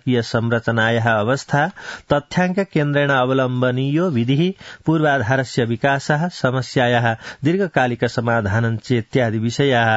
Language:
Sanskrit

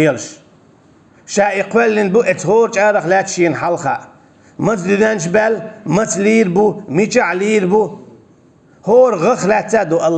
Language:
Chechen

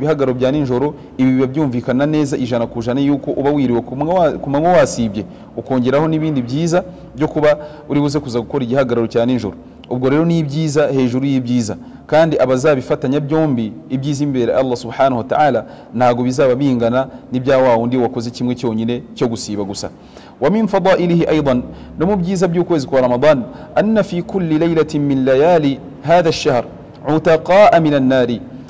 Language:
Kinyarwanda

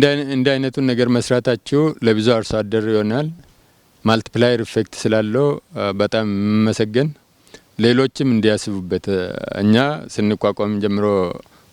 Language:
Amharic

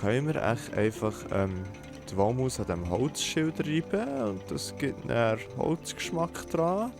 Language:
Swiss German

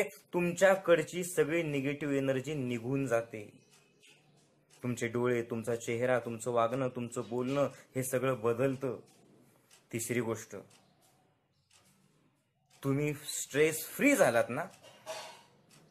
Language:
Marathi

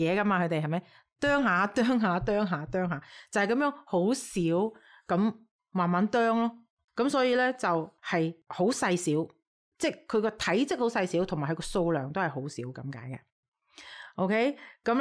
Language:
Cantonese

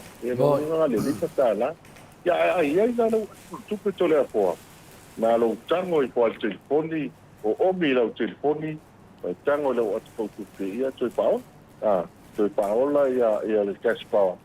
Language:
Samoan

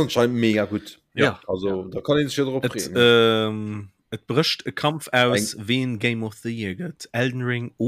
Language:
Luxembourgish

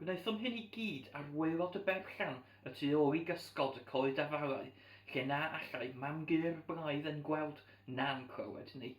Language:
Welsh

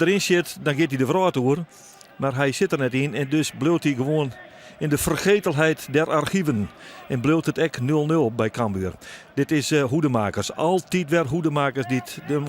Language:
Western Frisian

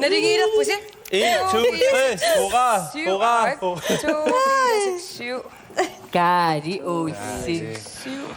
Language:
Kalaallisut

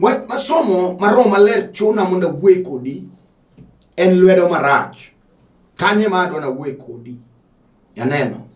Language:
Luo (Kenya and Tanzania)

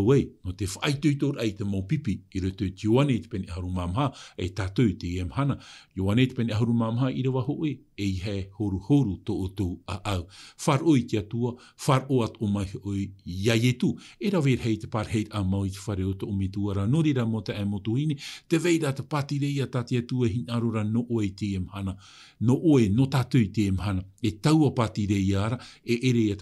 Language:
Tahitian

